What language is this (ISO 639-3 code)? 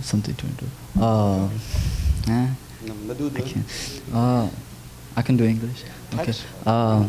cfm